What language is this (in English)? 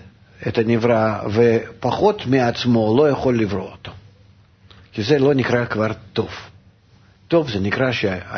Hebrew